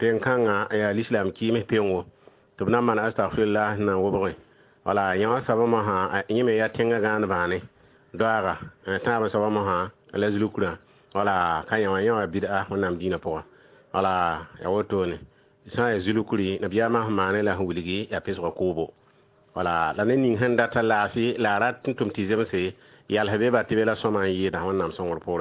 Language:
Mossi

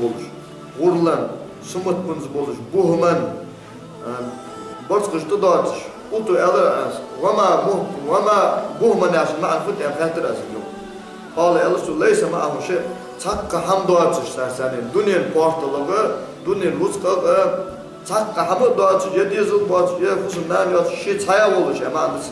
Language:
Ingush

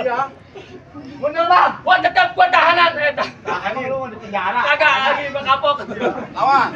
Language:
Betawi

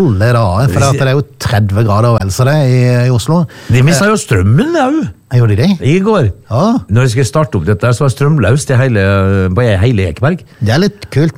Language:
Norwegian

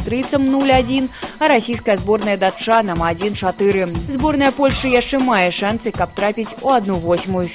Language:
Belarusian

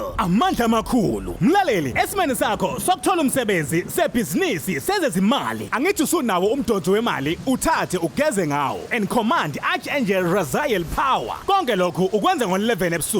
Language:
Zulu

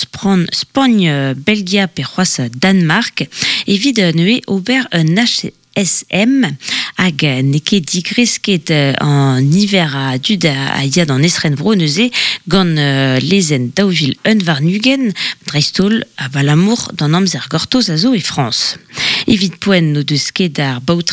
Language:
Breton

